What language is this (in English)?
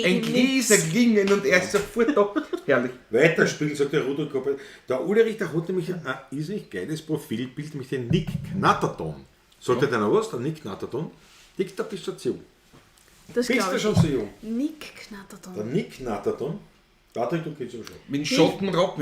Bavarian